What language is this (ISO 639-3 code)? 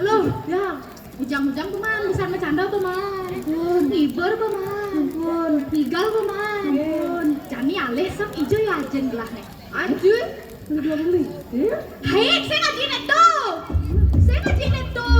ban